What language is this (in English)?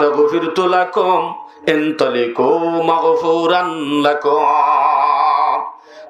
Rohingya